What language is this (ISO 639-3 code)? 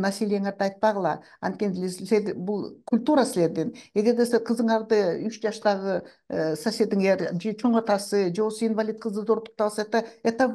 kir